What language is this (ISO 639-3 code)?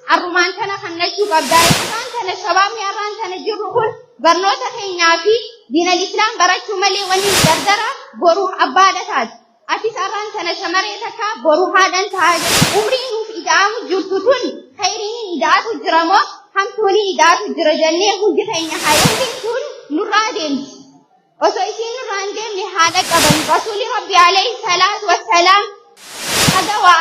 orm